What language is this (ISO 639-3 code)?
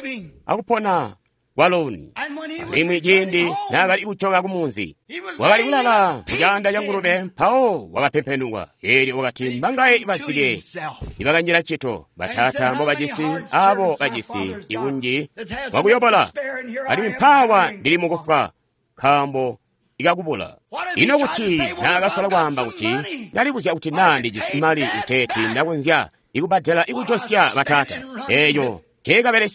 toi